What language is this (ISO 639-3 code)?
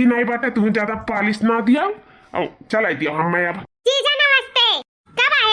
awa